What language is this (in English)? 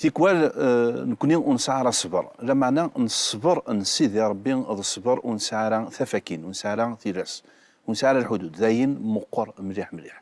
Kabyle